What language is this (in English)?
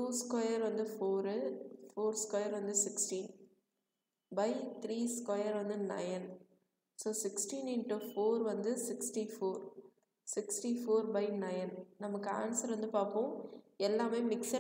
Tamil